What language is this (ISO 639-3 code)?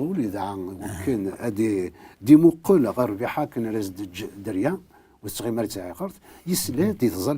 kab